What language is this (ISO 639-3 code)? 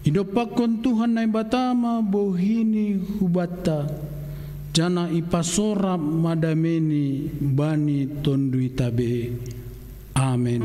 bts